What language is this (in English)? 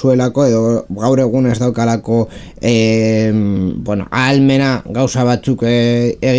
Basque